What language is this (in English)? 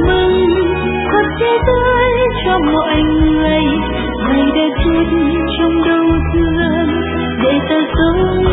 Vietnamese